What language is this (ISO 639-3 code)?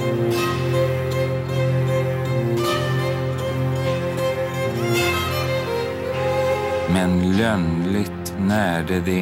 swe